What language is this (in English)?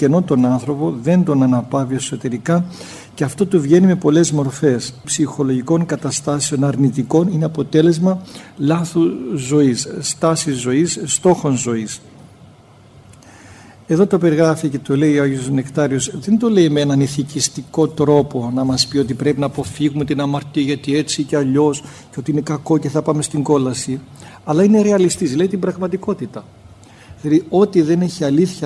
Greek